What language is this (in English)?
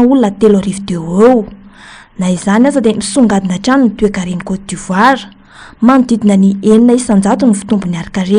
Malagasy